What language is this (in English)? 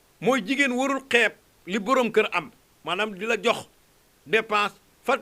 Wolof